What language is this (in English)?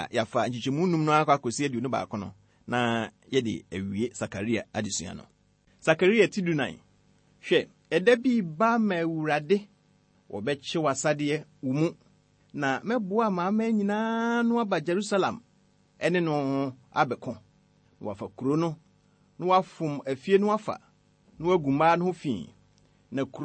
Akan